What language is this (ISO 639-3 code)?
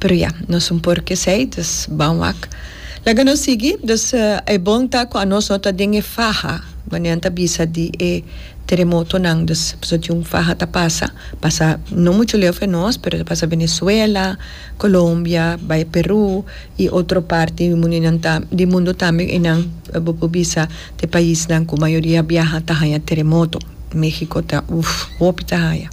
pap